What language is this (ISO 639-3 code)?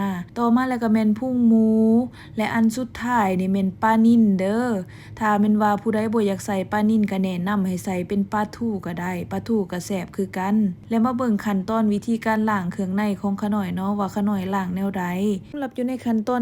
lao